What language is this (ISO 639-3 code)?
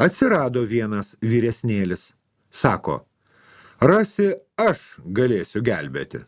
lit